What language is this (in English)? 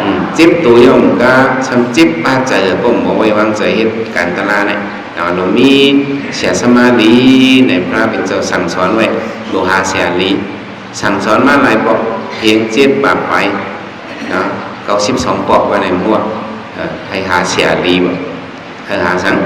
Shan